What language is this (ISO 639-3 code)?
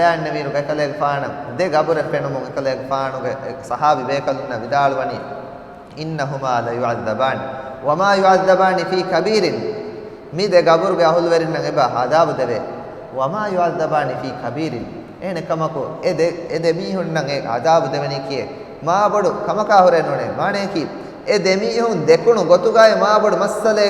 div